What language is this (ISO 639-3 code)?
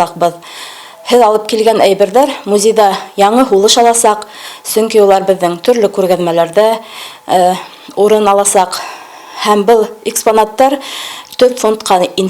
bak